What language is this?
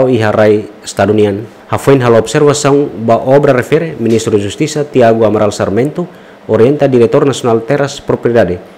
Tetum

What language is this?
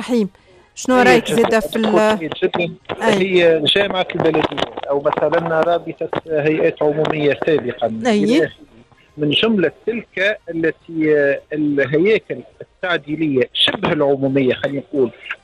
Tunisian Arabic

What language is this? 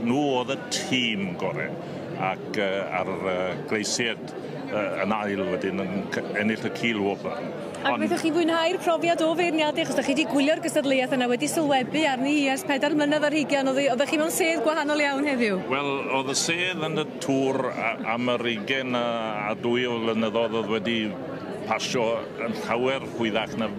Welsh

